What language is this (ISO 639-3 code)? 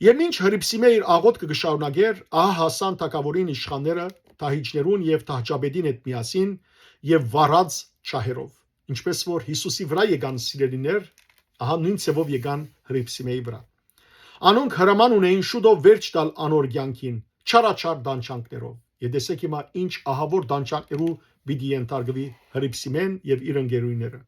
hyw